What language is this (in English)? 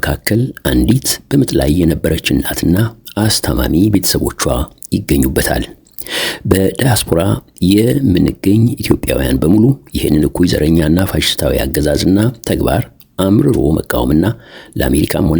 Amharic